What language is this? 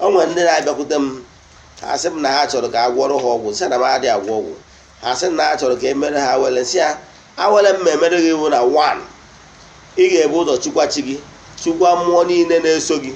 Igbo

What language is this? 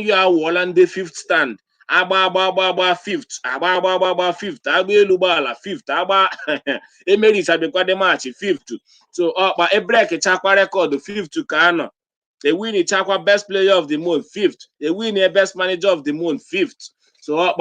Igbo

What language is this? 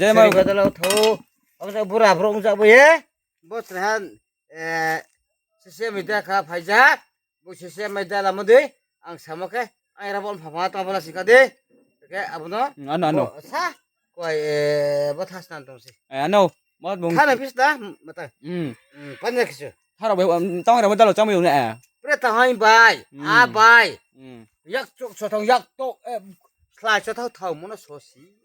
Riang (India)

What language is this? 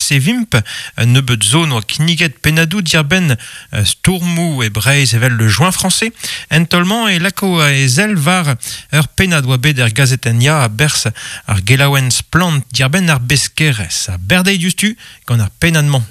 Breton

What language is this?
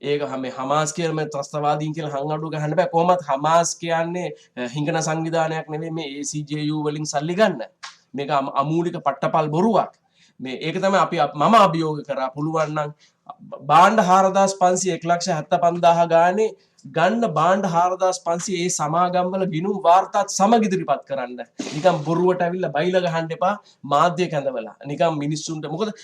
Sinhala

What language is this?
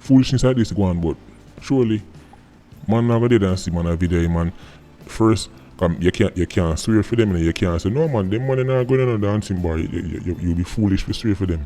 Jamaican Creole English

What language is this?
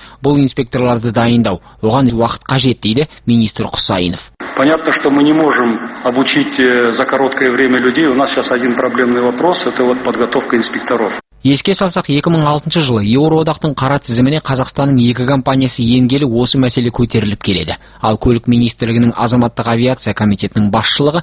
Kazakh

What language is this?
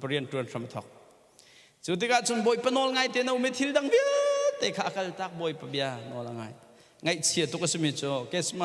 Hakha Chin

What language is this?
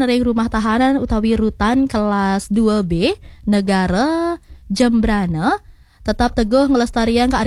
Balinese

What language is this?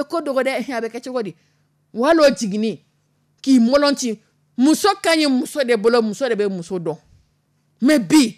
Dyula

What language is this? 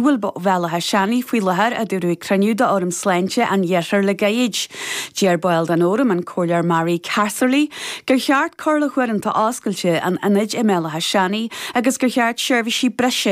Irish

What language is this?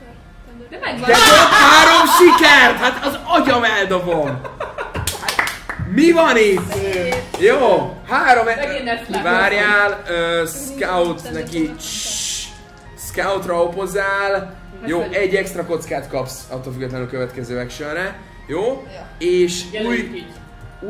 Hungarian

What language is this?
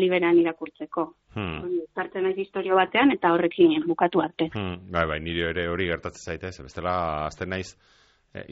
Basque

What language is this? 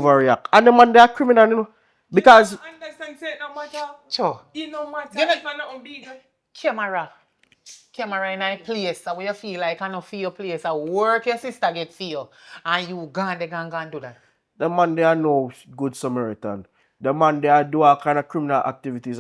Jamaican Creole English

